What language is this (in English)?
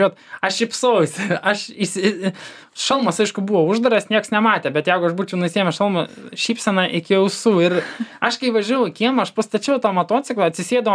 Lithuanian